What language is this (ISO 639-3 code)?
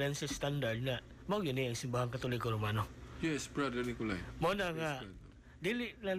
ceb